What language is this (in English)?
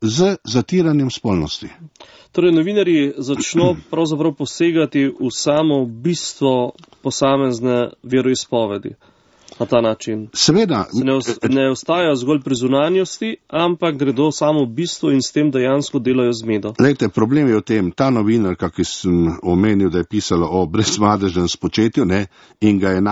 Slovenian